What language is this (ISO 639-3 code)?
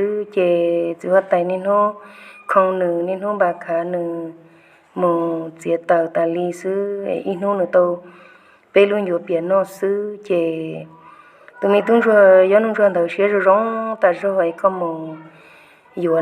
hmn